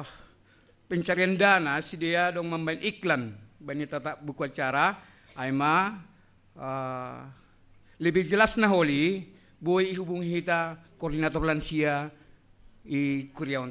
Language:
Batak Simalungun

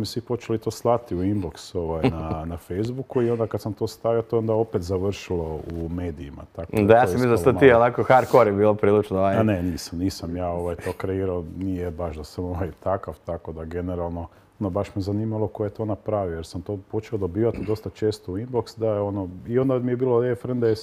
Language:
Croatian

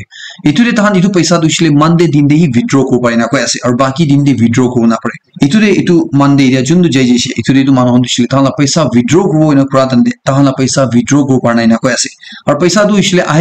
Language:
Naga Pidgin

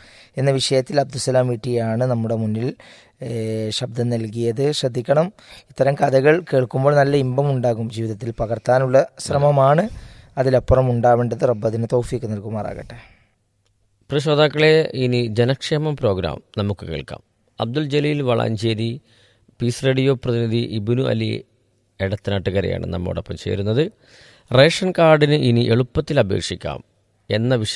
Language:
Malayalam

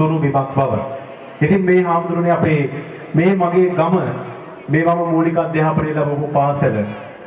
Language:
Sinhala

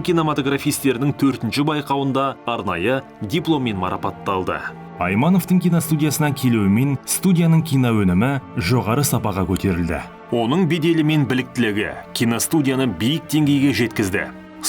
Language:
Kazakh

